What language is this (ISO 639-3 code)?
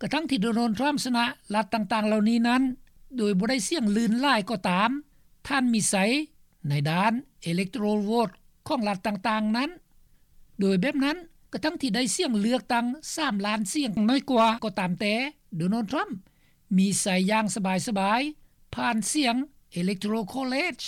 lao